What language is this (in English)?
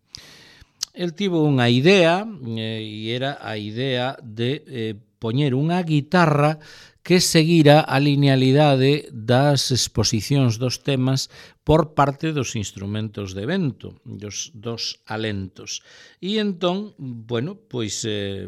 Galician